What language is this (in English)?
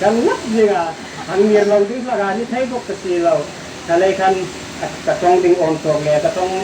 Hmar